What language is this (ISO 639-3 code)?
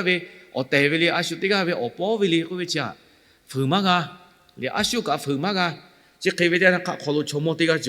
lhu